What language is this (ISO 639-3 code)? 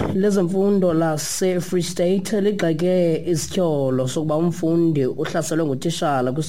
xho